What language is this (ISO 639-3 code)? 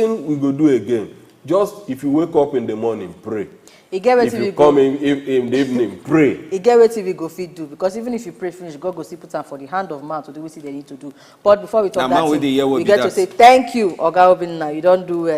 pcm